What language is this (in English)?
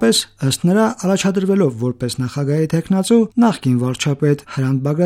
Armenian